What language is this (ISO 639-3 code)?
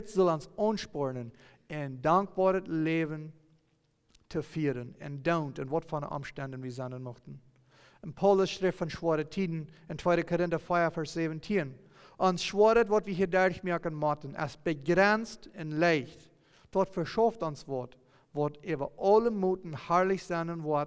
pdt